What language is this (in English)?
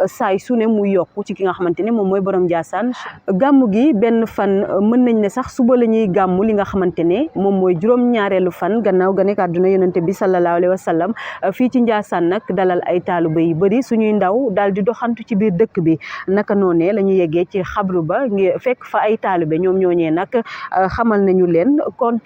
Wolof